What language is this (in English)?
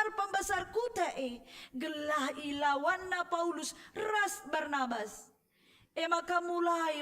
Batak Karo